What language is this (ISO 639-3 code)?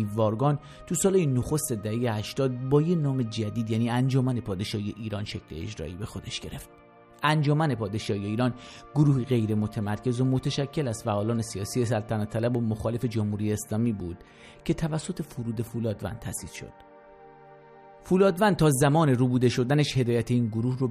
fas